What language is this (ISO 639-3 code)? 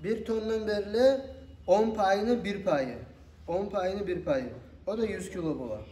kum